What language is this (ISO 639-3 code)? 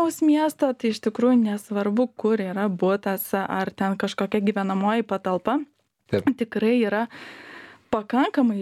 lit